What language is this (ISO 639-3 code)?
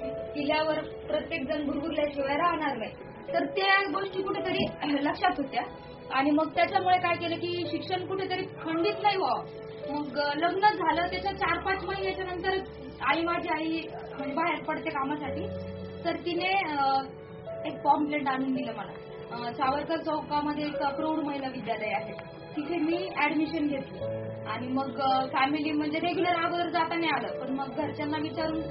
mar